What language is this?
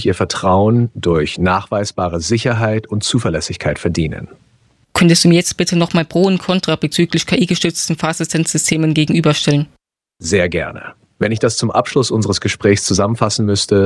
German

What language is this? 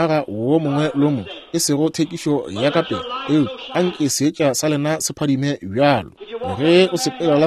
Northern Sotho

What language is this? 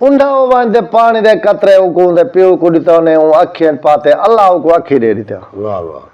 Saraiki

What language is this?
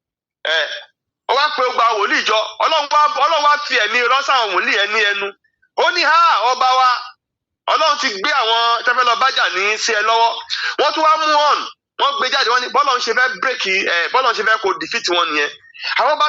Yoruba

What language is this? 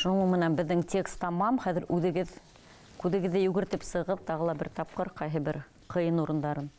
Bashkir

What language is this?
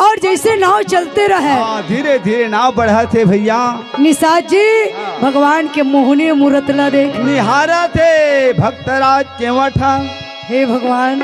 Chhattisgarhi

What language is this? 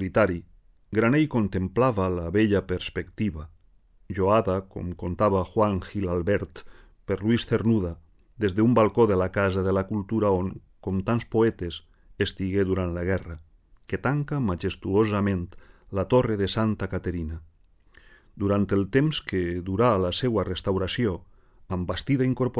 Catalan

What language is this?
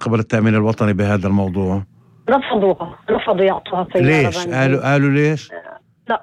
North Levantine Arabic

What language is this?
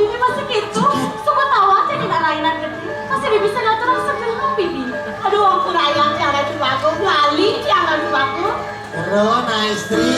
Balinese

